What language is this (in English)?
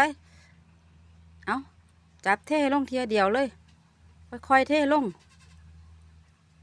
Lao